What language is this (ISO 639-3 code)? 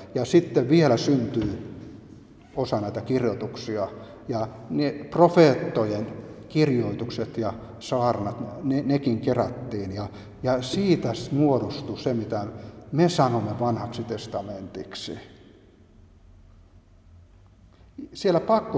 fin